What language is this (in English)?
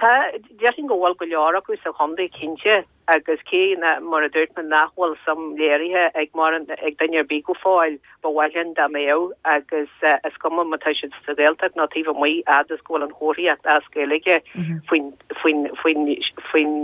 Irish